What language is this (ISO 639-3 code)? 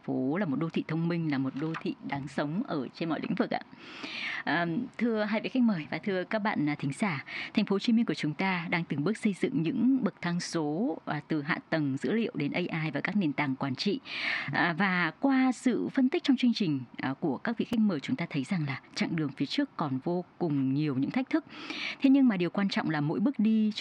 vie